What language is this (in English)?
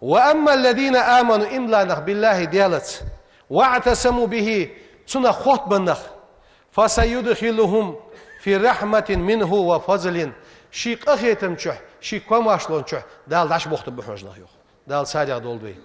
Ingush